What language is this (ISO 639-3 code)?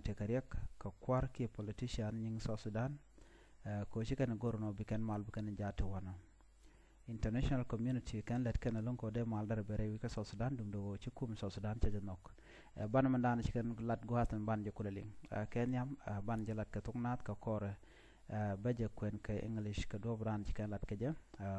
nus